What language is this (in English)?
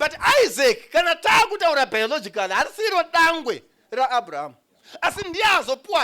Shona